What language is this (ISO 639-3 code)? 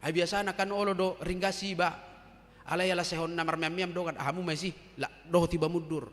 bbc